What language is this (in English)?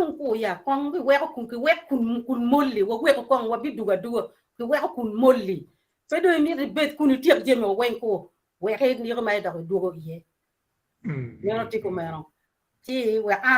Acoli